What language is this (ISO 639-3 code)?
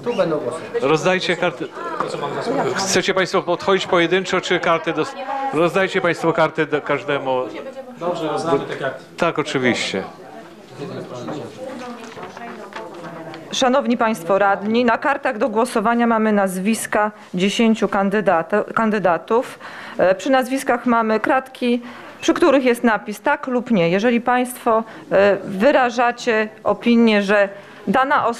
pol